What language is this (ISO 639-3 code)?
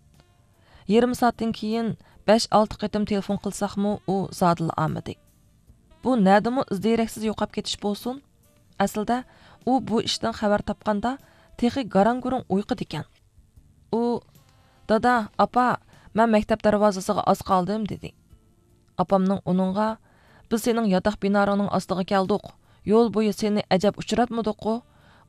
uig